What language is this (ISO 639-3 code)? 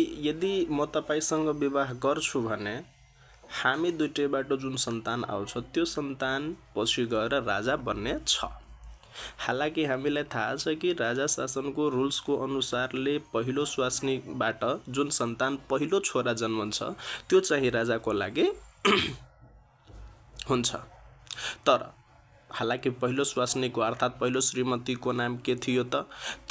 nep